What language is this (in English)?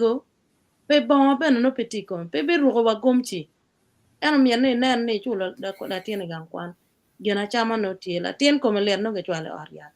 Acoli